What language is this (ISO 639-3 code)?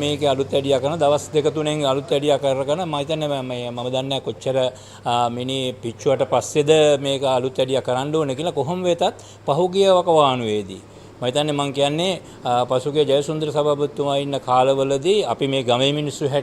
sin